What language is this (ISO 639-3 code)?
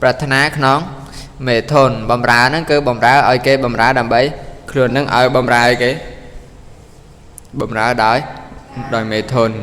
khm